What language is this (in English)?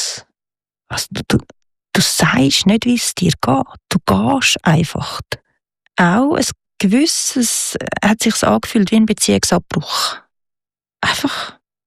German